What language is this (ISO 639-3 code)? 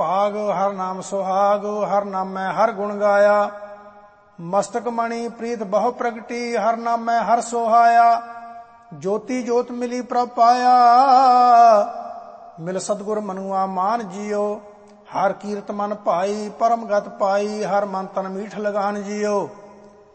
pan